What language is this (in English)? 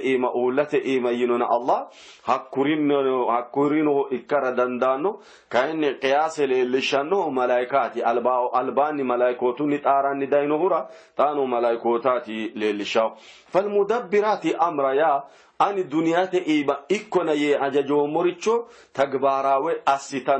Sidamo